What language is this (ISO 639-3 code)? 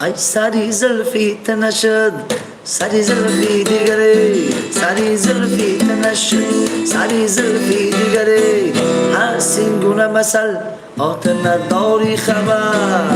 tgk